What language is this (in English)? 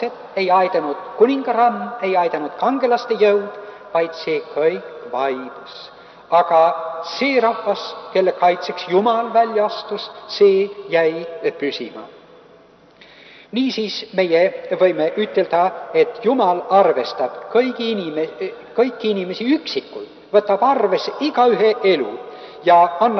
Estonian